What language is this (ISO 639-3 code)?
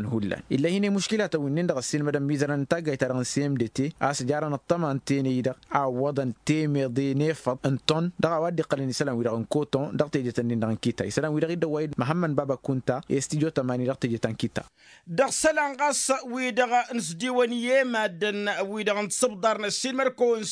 taq